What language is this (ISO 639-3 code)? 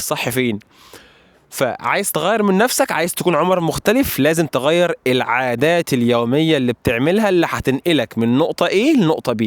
arz